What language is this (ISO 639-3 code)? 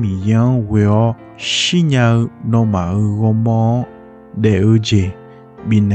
ahk